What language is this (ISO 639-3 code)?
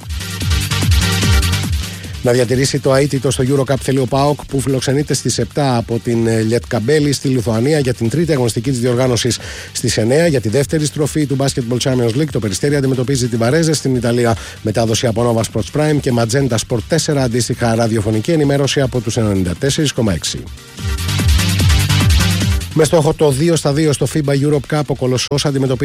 ell